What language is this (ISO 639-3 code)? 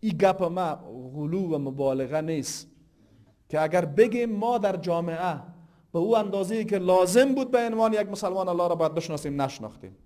fas